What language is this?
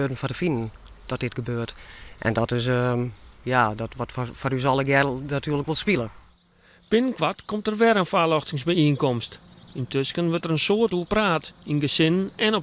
Western Frisian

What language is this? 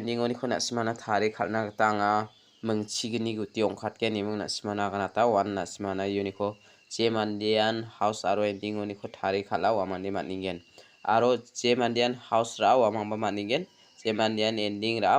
Garo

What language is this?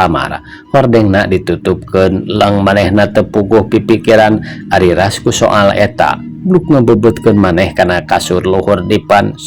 Sundanese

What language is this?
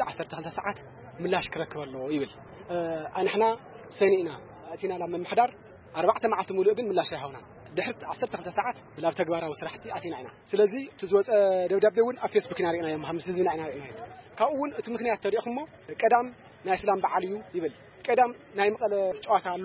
Tigrinya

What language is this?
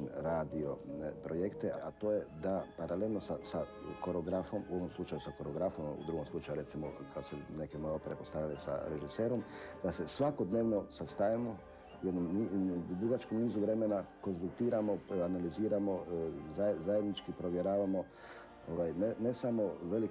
Croatian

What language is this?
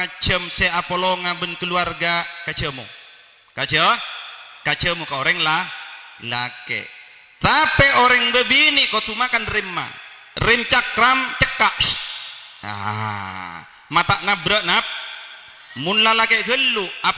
Madurese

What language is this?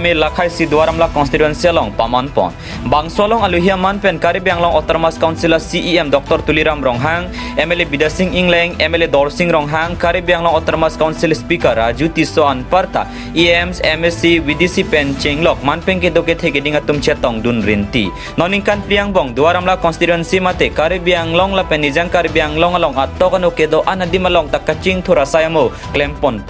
Karbi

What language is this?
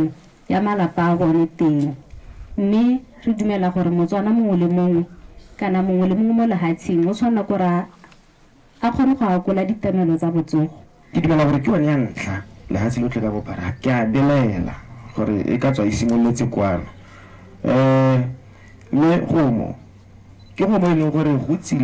Tswana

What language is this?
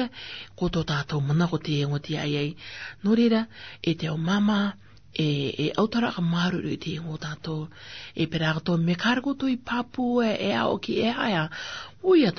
Rarotongan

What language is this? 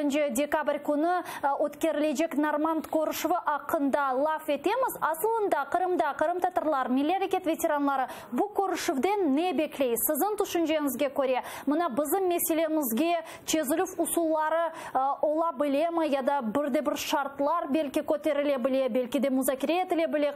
Crimean Tatar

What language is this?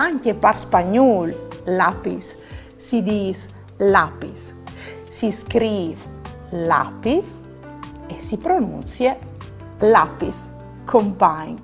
Friulian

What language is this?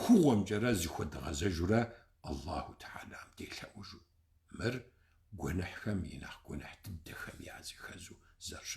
Kabardian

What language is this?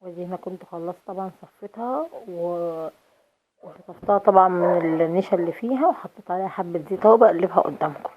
Egyptian Arabic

